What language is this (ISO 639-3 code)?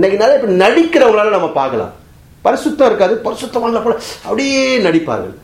tam